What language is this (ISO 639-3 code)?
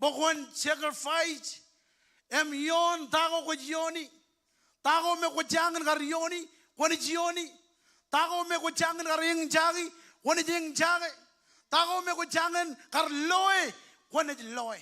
mah